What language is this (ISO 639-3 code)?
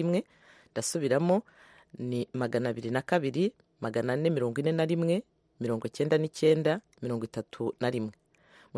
kin